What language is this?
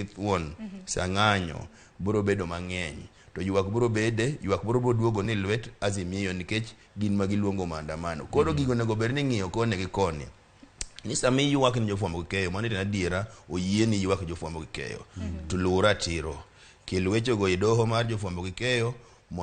Luo (Kenya and Tanzania)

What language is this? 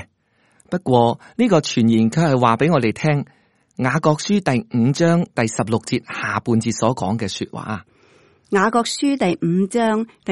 Cantonese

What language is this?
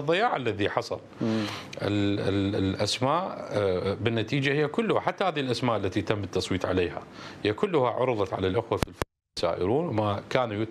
Mesopotamian Arabic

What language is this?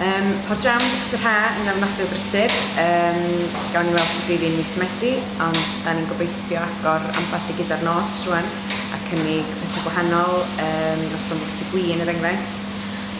Welsh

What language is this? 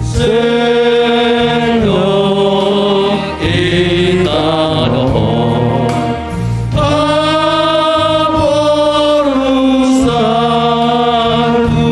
Batak Simalungun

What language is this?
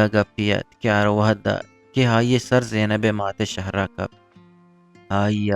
Eastern Balochi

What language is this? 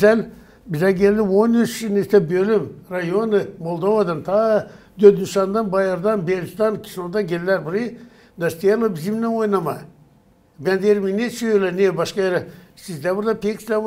Gagauz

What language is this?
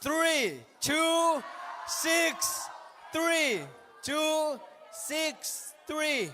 Tedim Chin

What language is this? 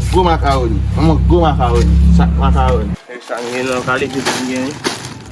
Haitian Creole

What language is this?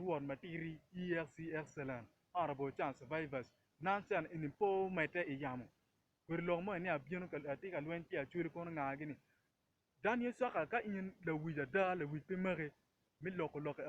Acoli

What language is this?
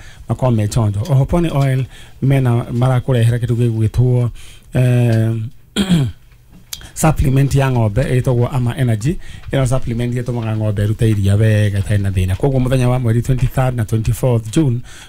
Kikuyu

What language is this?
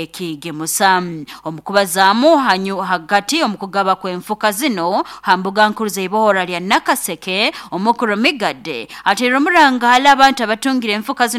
Nyoro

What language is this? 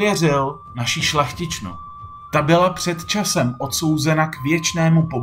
Czech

